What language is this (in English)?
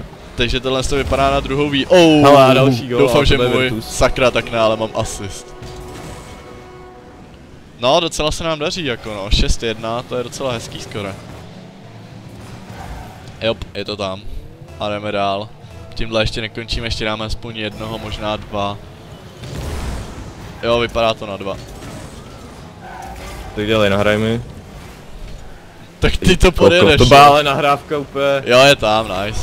Czech